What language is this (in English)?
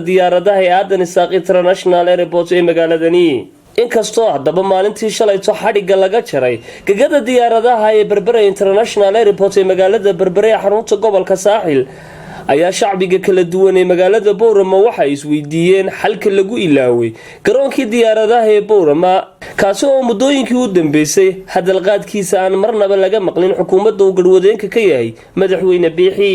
Somali